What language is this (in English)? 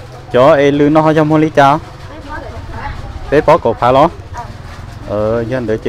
Vietnamese